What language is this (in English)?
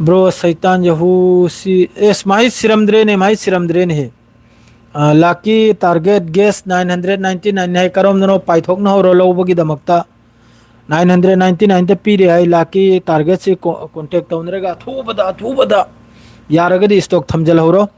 Manipuri